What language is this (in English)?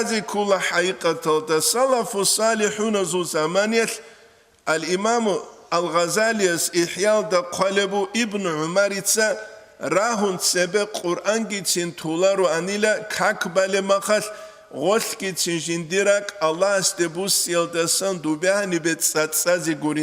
Avaric